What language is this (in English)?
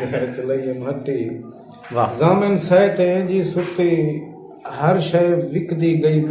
Saraiki